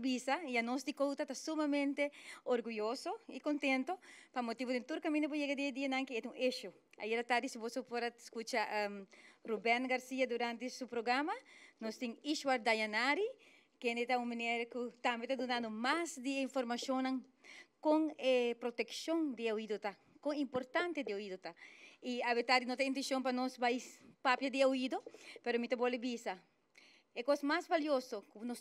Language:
Papiamento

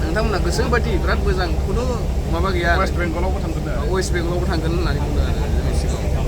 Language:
Bodo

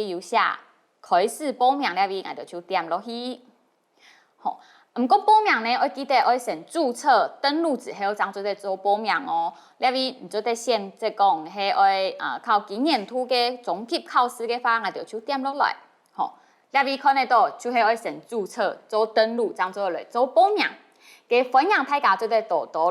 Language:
Hakka Chinese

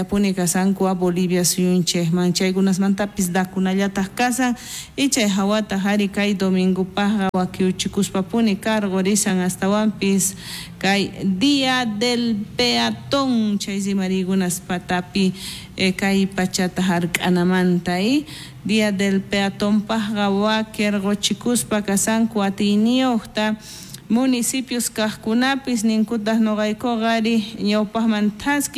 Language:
South Bolivian Quechua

